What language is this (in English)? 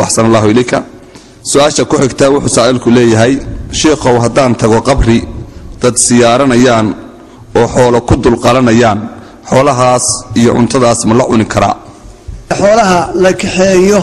Somali